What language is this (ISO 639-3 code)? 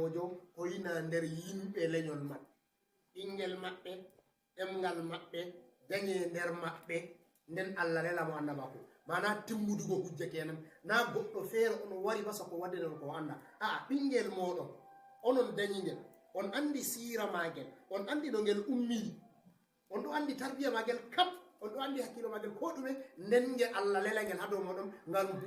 ful